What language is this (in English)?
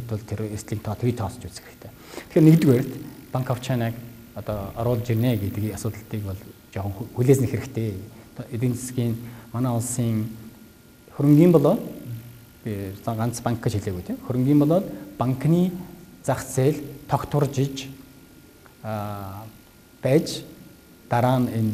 Mongolian